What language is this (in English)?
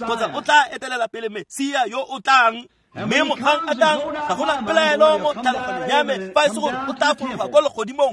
Tswana